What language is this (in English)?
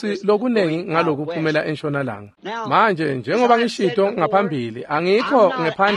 Swati